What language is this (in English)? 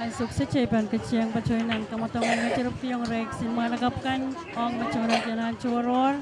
Pohnpeian